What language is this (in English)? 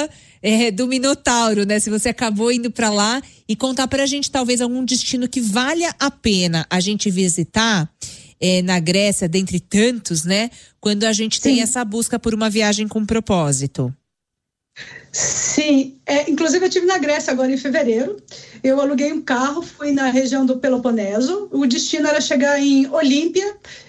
Portuguese